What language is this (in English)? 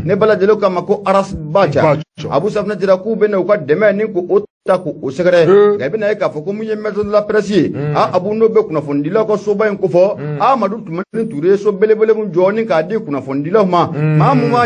Bambara